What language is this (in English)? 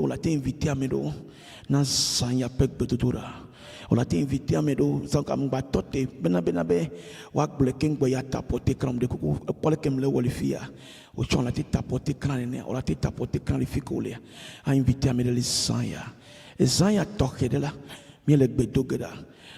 Ewe